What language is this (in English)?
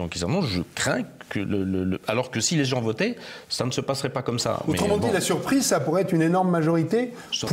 French